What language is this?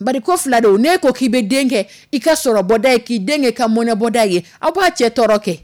Dyula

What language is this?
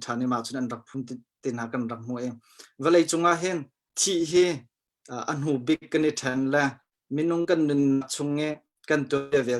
Hakha Chin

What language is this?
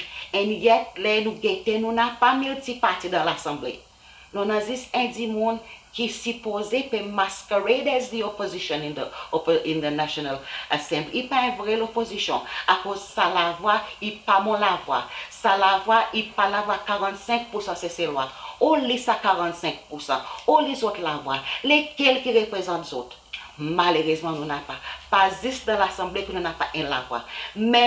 Seselwa Creole French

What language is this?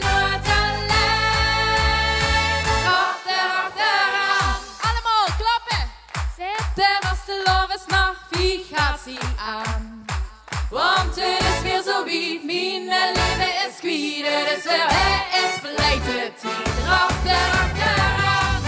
Limburgish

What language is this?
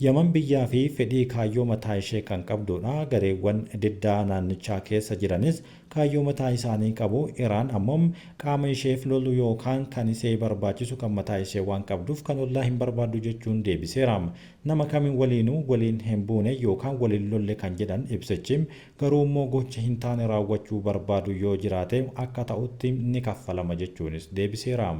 Oromo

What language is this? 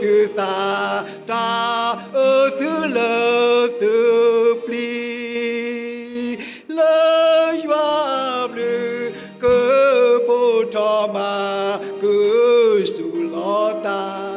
S'gaw Karen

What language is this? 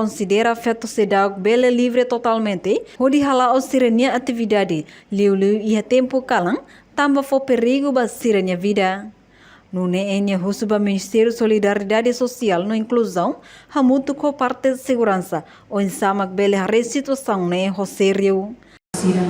Tetum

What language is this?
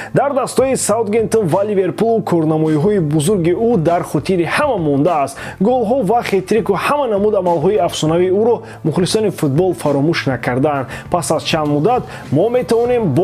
Tajik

